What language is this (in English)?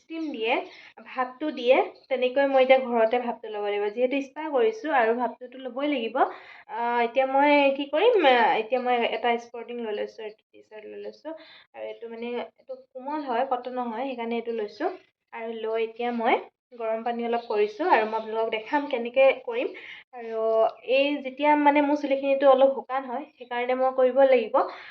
Assamese